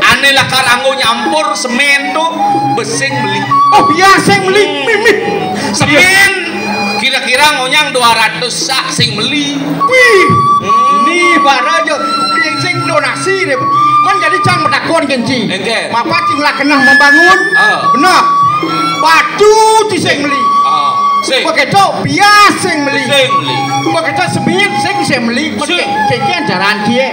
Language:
Balinese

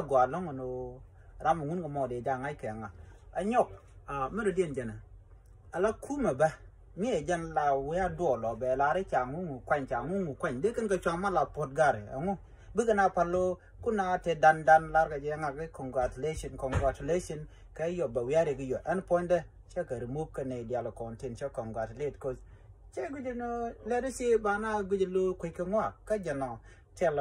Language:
Nuer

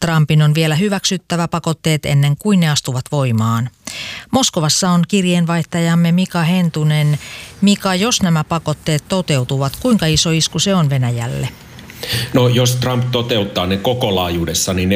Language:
Finnish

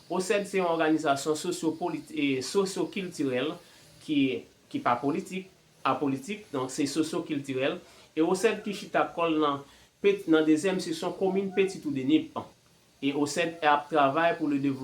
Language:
Haitian Creole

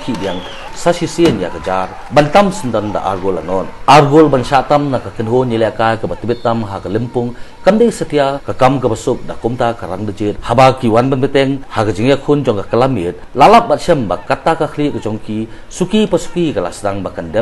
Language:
Khasi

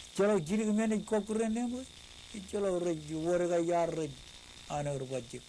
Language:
Marshallese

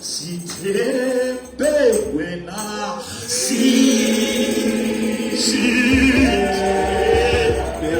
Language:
Southern Sotho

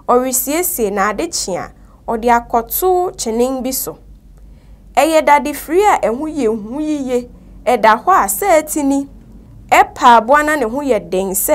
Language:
Akan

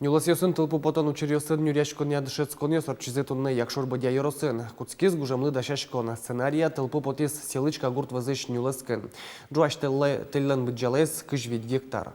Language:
Udmurt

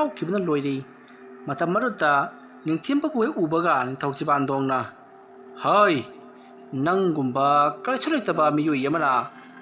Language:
Manipuri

